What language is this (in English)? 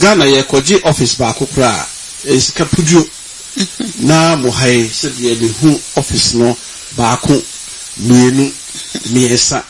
Akan